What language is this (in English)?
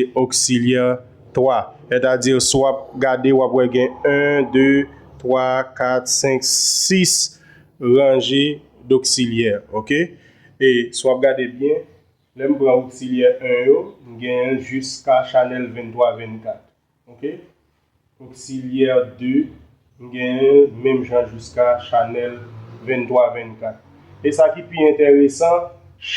Haitian Creole